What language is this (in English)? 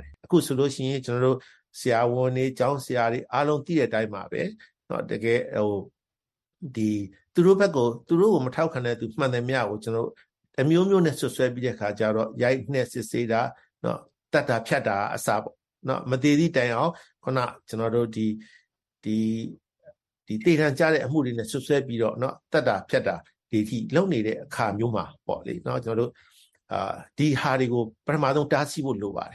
Burmese